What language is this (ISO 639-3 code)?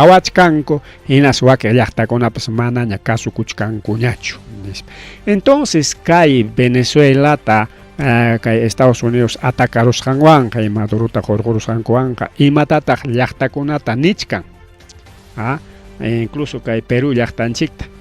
quy